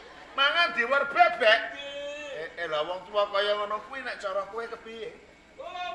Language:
Javanese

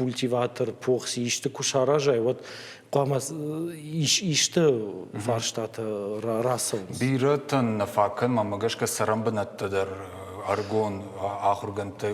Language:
Ossetic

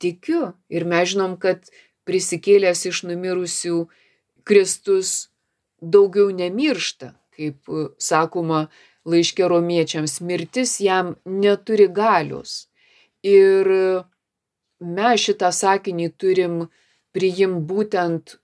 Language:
Lithuanian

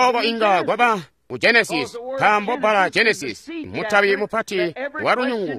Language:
Tonga (Zambia)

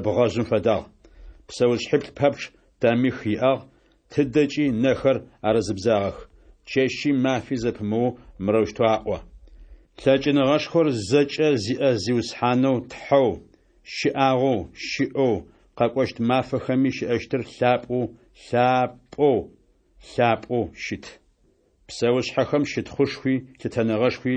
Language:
Adyghe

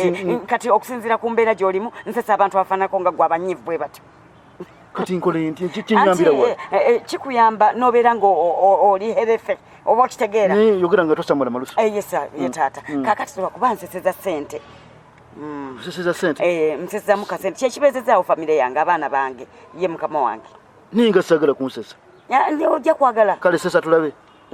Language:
Ganda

